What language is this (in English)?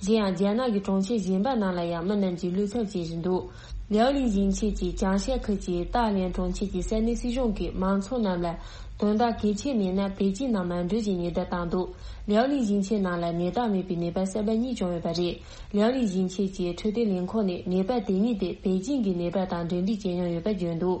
Tibetan